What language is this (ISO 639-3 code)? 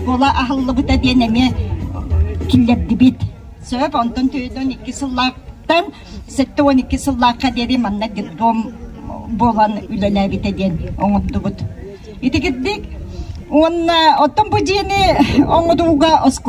sah